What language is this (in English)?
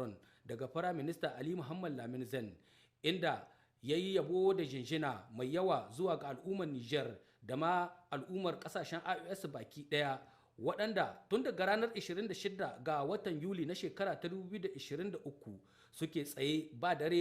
Hausa